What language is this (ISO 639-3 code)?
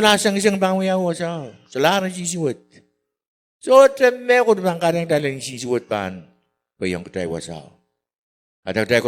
pon